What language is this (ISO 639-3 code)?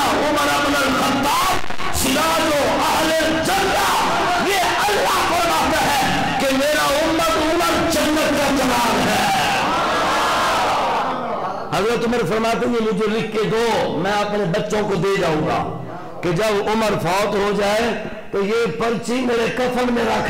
urd